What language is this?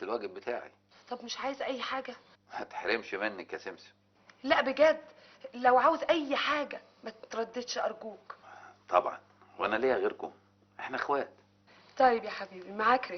Egyptian Arabic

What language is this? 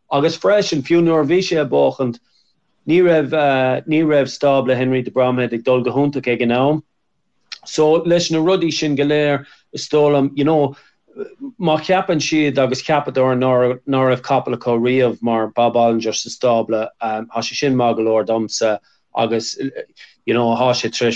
Irish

